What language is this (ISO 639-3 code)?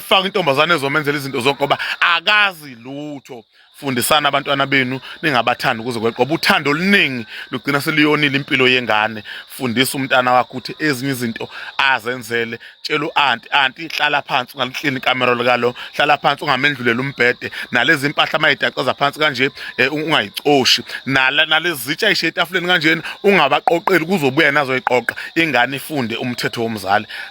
zul